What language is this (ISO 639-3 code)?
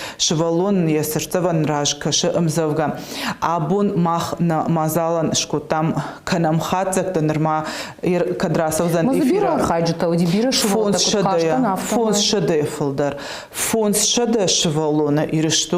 oss